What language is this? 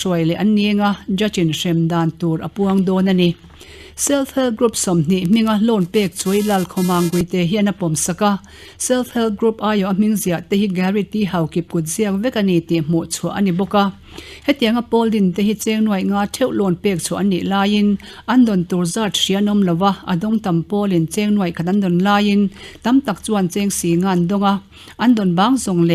Mizo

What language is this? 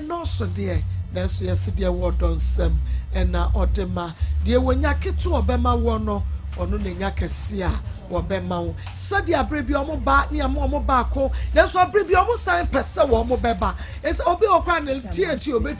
Akan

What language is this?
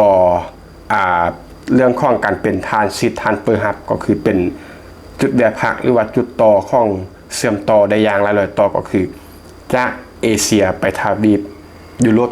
Lao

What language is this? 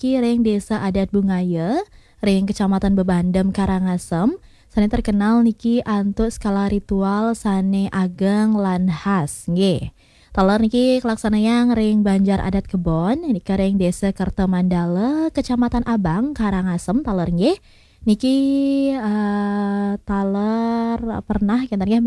Balinese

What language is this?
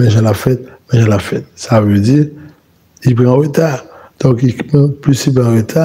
Haitian Creole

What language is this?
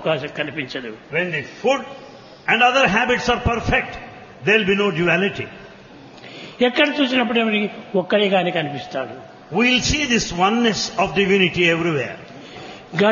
Telugu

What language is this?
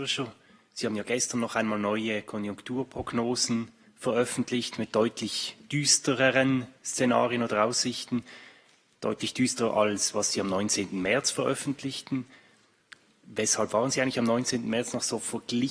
Swiss German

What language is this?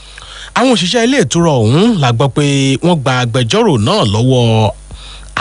Yoruba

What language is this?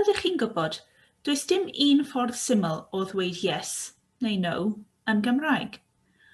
Welsh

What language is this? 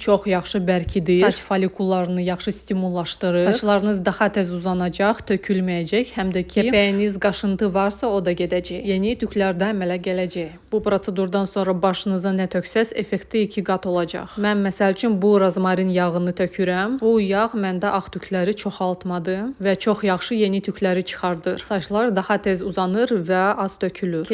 Azerbaijani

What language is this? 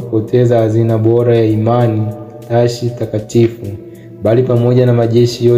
Swahili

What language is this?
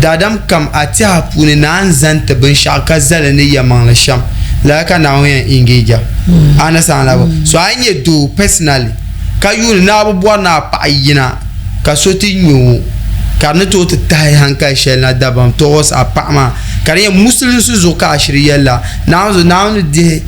Dagbani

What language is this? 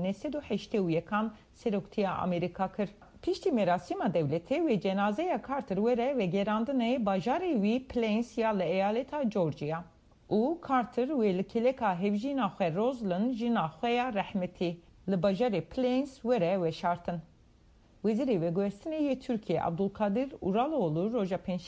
Kurdish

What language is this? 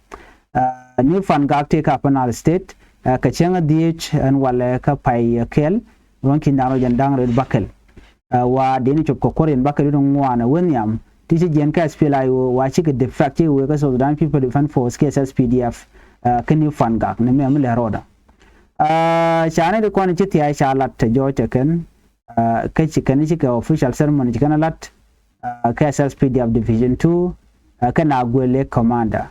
Nuer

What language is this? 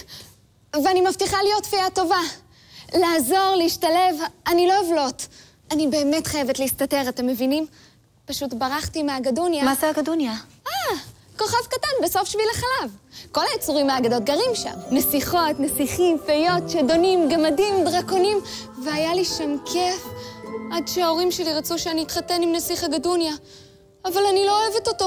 Hebrew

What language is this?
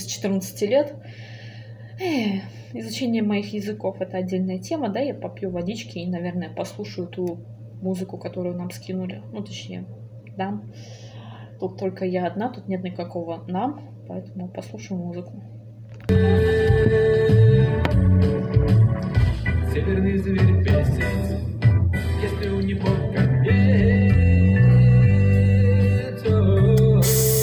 Russian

